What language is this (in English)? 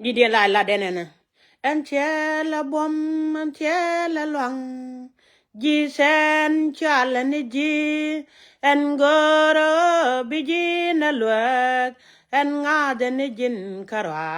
Nuer